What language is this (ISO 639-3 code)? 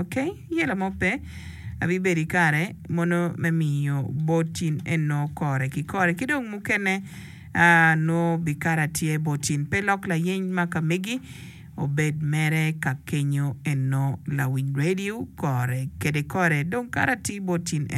ach